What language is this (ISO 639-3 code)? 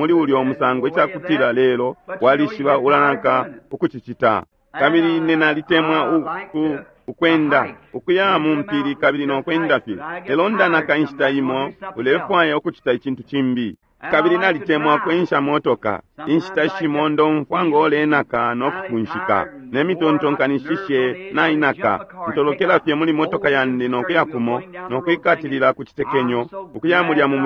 bem